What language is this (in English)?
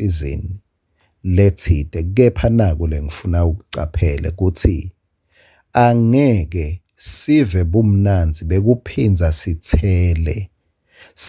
Swati